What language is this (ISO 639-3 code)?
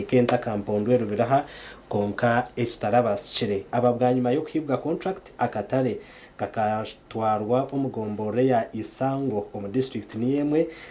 nyn